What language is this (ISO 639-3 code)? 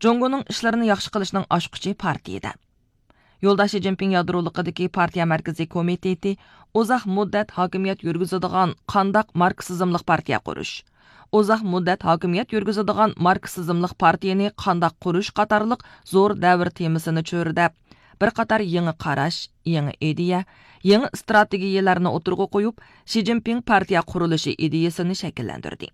uig